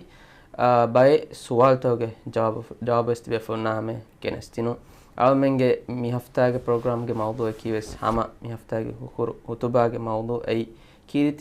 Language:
Divehi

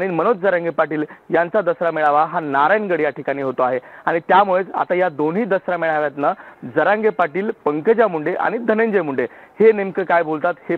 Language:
Marathi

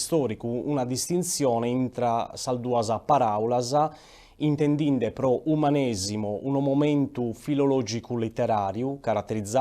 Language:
Sardinian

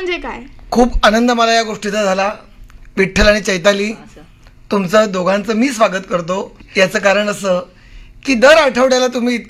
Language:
Marathi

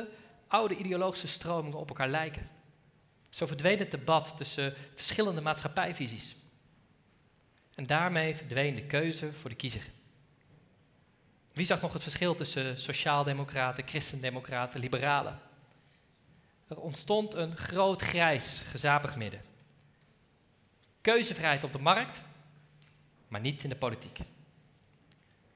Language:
Dutch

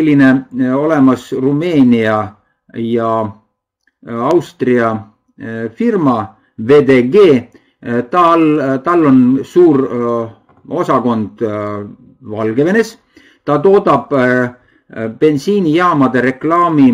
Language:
Estonian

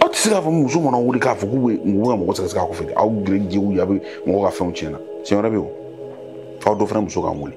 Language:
Bambara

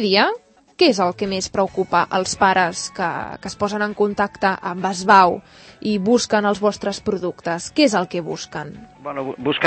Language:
Catalan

